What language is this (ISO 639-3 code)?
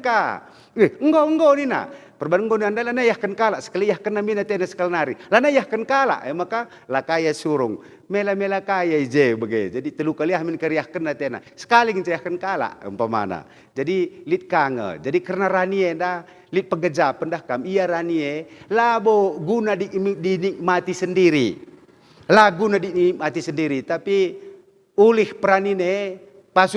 btx